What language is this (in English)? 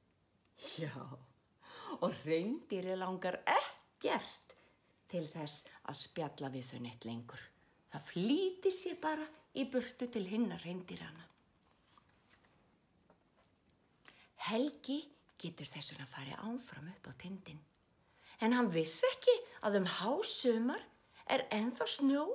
Icelandic